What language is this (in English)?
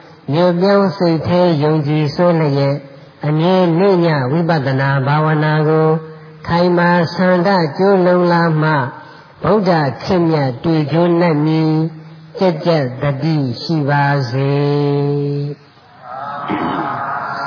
Burmese